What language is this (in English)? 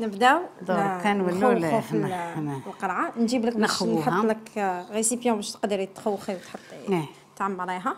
Algerian Arabic